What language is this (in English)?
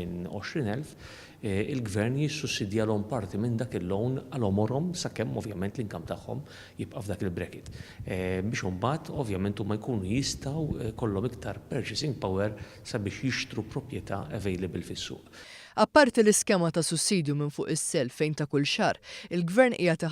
Maltese